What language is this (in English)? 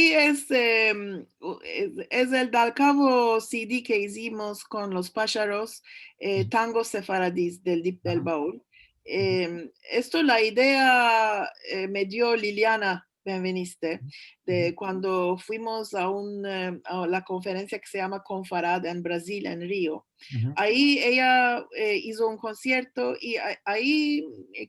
Ladino